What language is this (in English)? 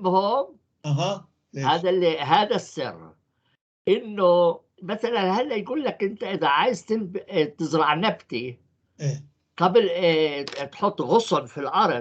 North Levantine Arabic